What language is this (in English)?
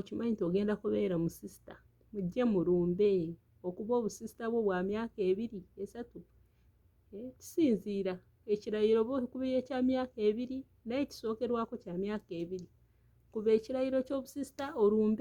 Ganda